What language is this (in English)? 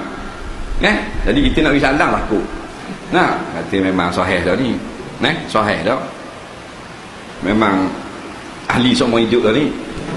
Malay